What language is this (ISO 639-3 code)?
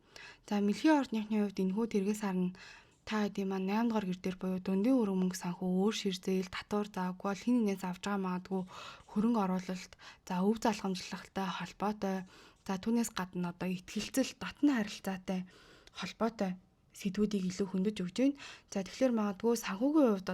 mon